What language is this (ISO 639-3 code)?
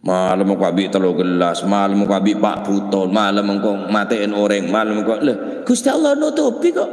mad